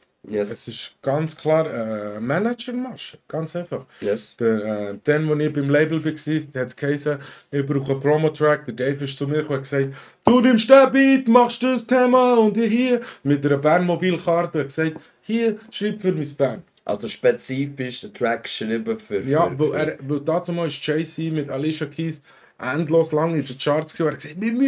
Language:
Swiss German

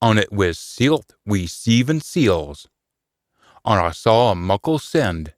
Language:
Scots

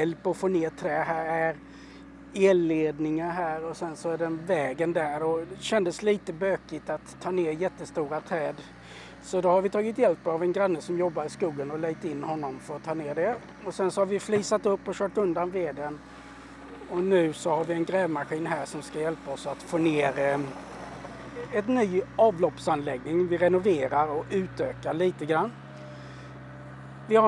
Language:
Swedish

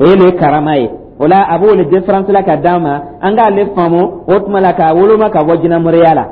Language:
Dyula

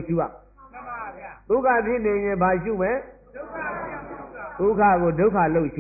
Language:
Burmese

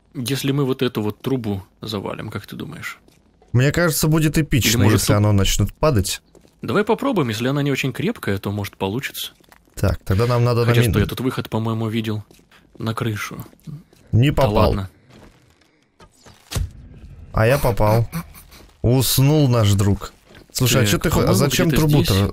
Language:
Russian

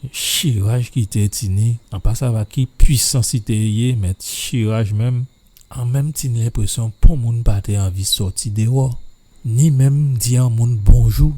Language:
Guadeloupean Creole French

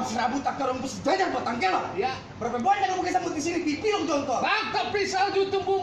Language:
Betawi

